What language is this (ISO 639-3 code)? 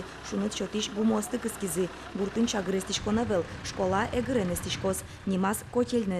udm